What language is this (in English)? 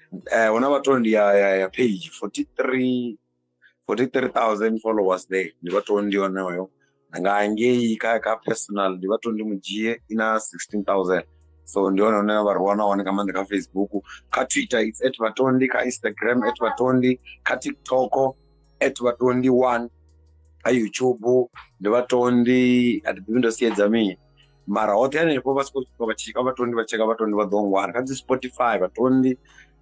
Venda